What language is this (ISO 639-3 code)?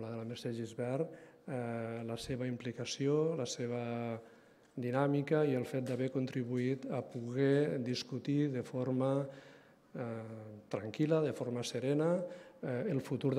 cat